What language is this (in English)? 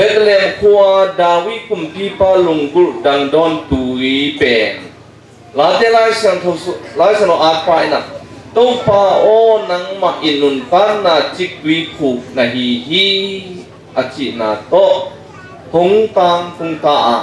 Tedim Chin